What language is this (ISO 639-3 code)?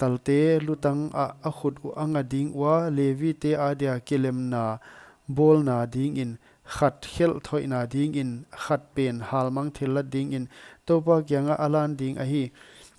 pck